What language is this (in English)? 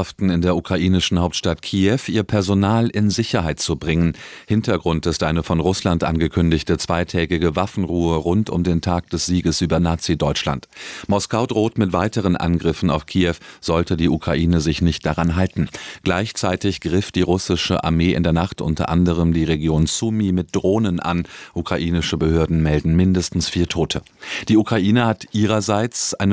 German